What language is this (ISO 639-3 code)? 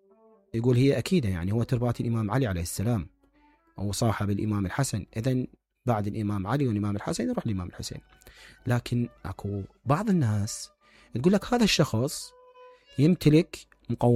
acm